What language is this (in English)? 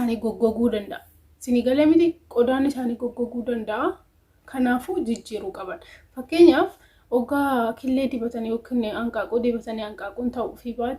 Oromo